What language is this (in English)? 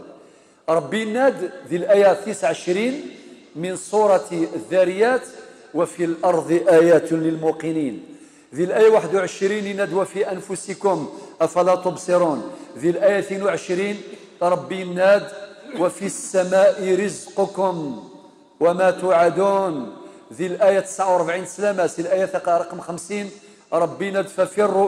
Kabyle